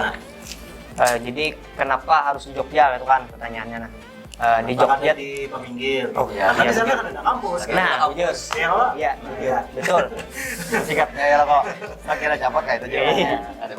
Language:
Banjar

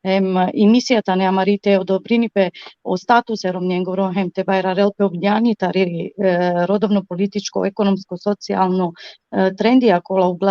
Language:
Balkan Romani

